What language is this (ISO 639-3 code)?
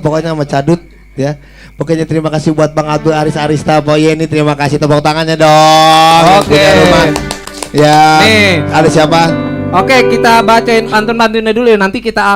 bew